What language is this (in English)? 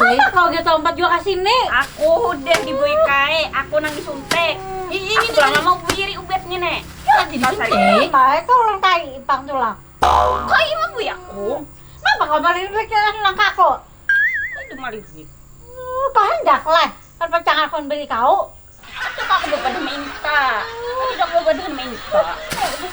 Banjar